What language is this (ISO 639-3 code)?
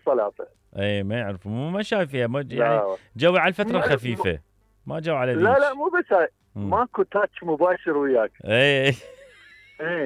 acm